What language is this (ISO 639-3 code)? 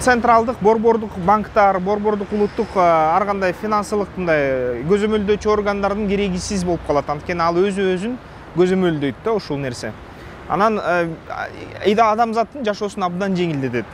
kir